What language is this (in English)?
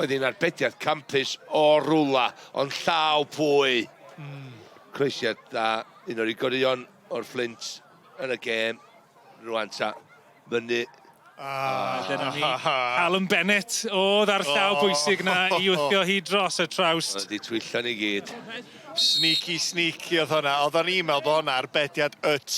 Welsh